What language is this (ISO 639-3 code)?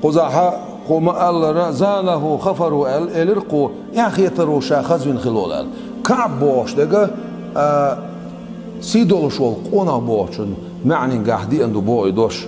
che